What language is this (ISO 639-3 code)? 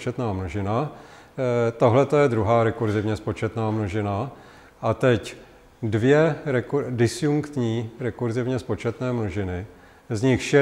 ces